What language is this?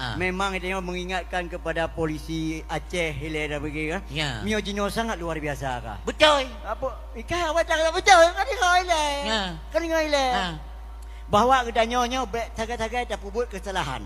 Achinese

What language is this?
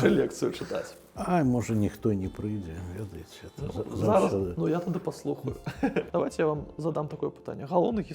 Belarusian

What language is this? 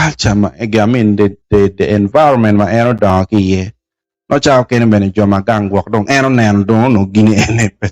Acoli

